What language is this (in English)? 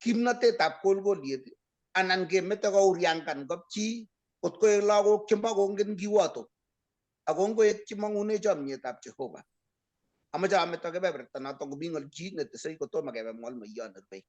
Kalenjin